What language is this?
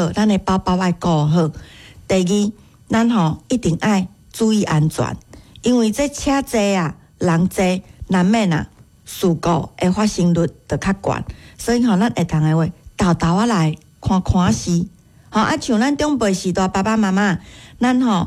Min Nan Chinese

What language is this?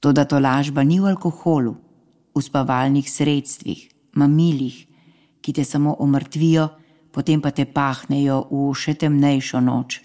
Slovenian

